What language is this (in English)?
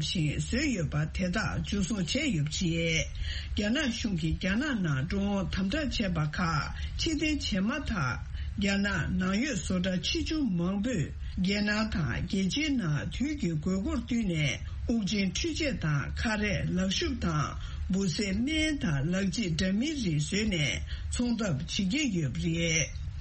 Tibetan